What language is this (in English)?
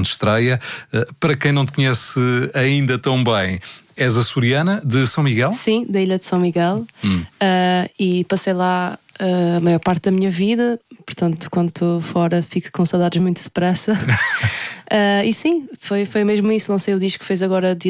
Portuguese